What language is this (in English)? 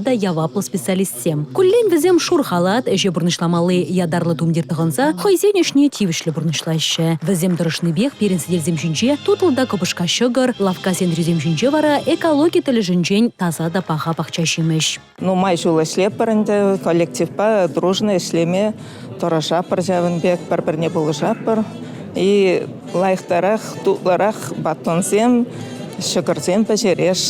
Chuvash